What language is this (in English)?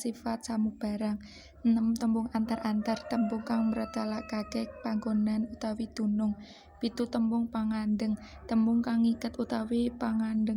Javanese